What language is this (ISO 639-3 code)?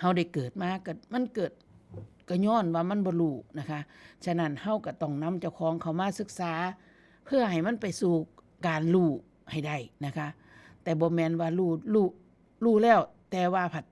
tts